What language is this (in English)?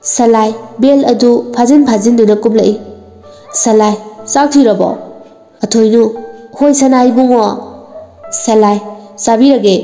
Manipuri